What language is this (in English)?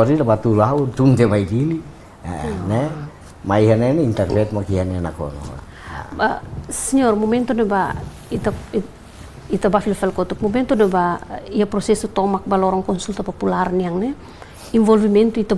Tetum